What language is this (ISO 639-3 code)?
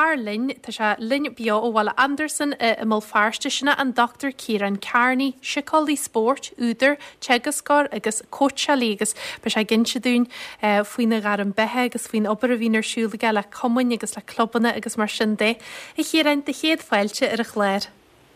gle